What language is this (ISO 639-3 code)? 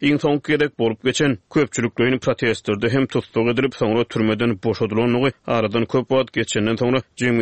tuk